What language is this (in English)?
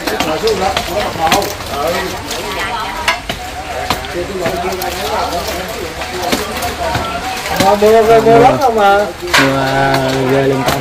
Vietnamese